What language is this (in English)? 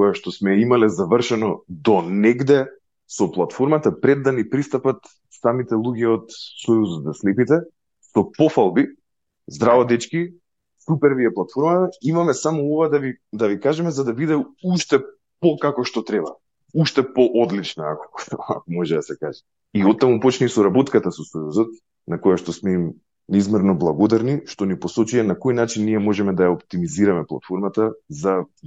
Macedonian